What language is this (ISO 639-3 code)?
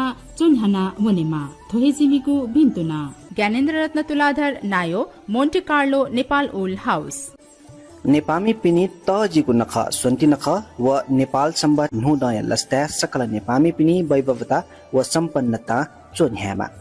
new